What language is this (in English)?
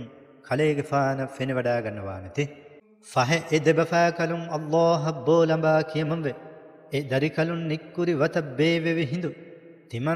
Divehi